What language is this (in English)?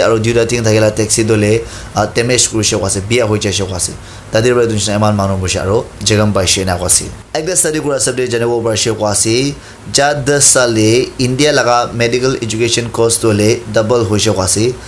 Naga Pidgin